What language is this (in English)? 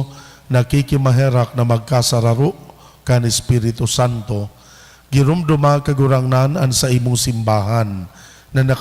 Bikol